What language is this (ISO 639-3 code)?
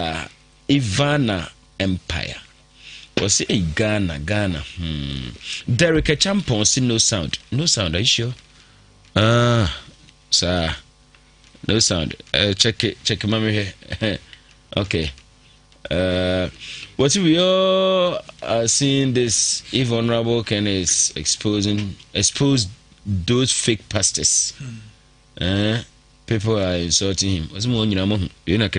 aka